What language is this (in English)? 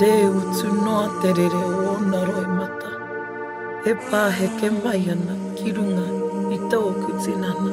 Māori